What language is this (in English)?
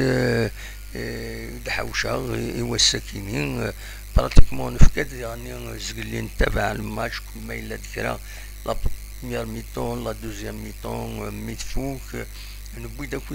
Kabyle